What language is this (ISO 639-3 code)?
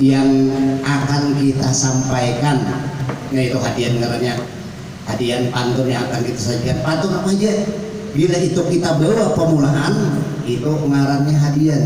bjn